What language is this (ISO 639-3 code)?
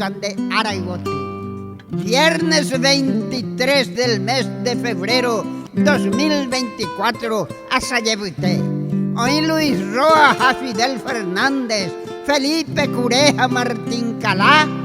grn